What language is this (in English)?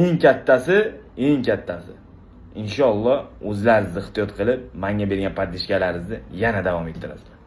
Uzbek